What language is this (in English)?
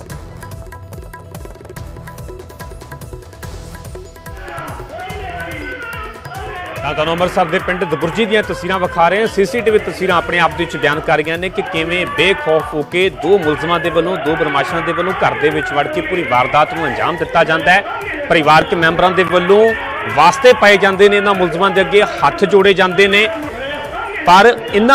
Punjabi